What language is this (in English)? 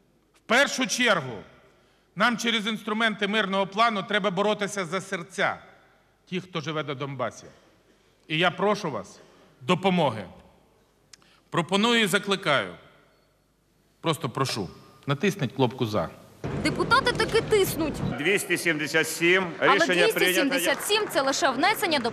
Ukrainian